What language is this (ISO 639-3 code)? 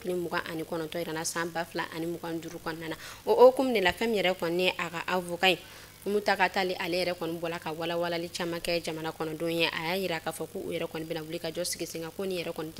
bam